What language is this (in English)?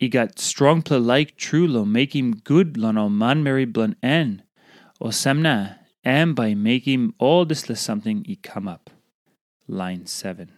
Tok Pisin